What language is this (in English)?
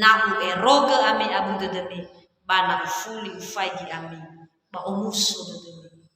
Nias